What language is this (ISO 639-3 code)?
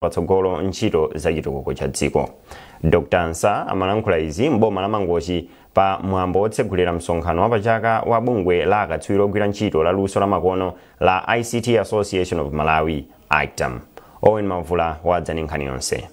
nya